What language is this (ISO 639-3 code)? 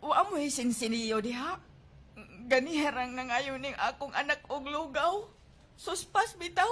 ceb